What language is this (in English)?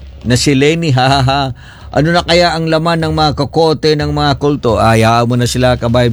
Cebuano